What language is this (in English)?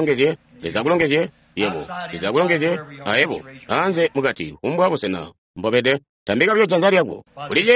Tonga (Zambia)